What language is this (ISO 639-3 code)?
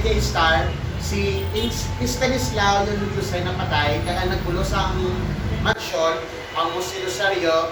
hil